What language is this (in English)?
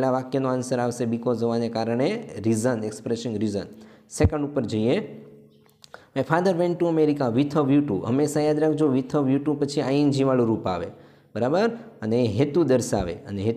Gujarati